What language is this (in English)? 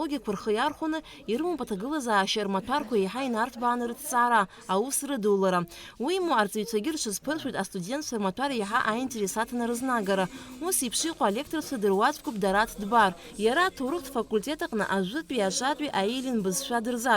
Abkhazian